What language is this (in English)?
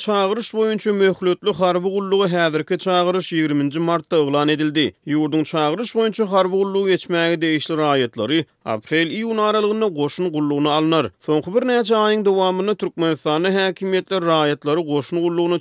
Turkmen